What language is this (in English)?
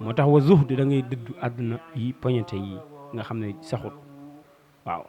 Wolof